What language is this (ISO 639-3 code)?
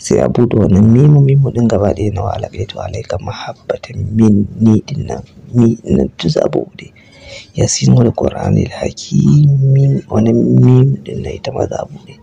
hau